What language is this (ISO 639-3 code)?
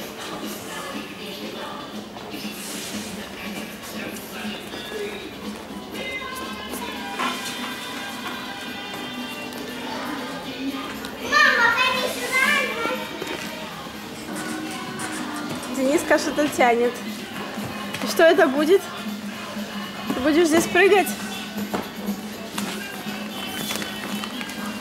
rus